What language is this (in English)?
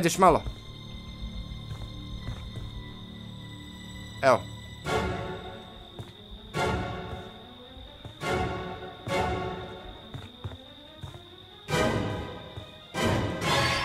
Croatian